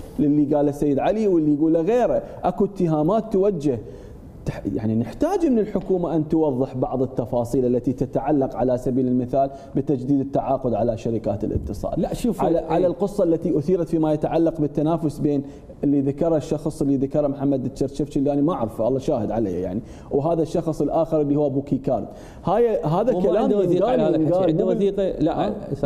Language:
Mesopotamian Arabic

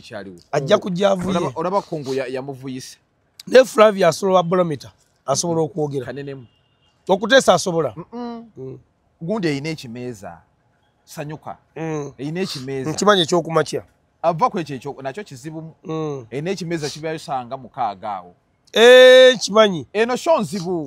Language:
Ganda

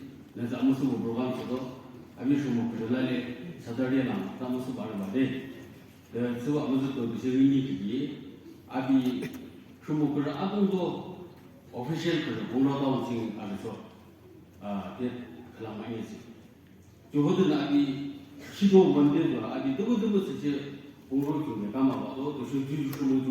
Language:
Naga Pidgin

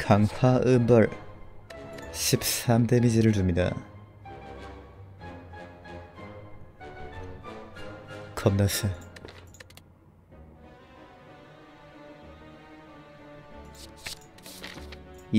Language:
Korean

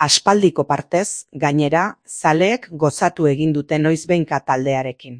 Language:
Basque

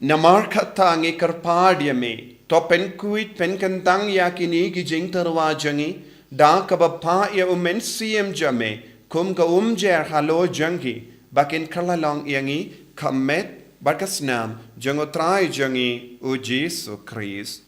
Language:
Khasi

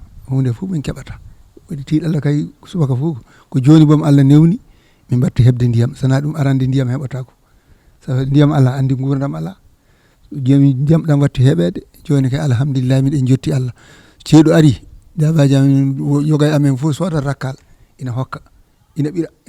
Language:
Fula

